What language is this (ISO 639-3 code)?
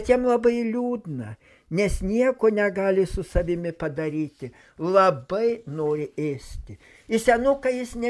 lit